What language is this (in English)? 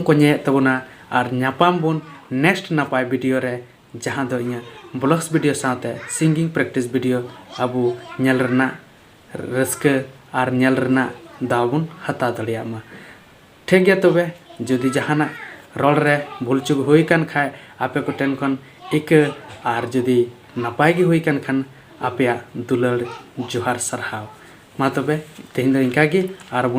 Santali